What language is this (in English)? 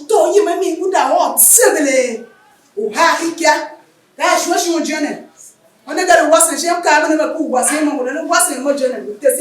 Tiv